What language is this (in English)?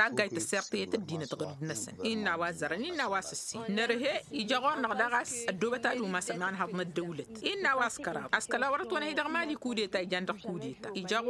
Tamasheq